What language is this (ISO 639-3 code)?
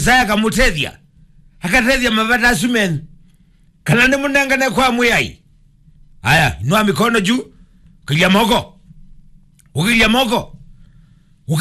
kam